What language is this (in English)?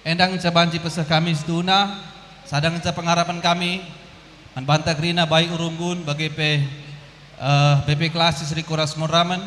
Batak Karo